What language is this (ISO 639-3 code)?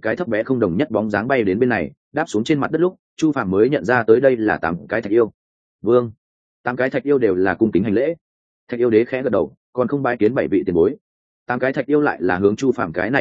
vie